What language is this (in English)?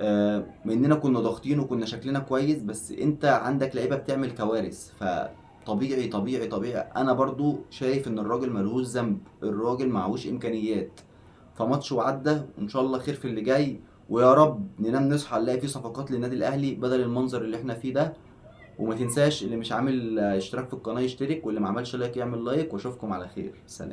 Egyptian Arabic